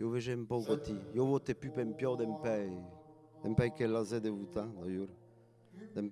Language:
Occitan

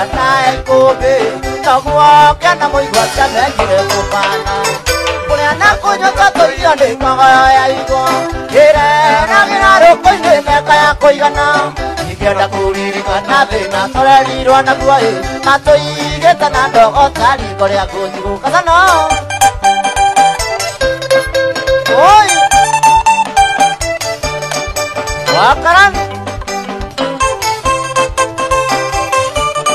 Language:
Kikuyu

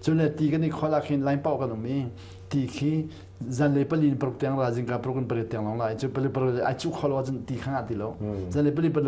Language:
Hakha Chin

